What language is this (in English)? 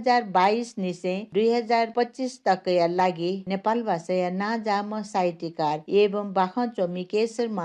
Newari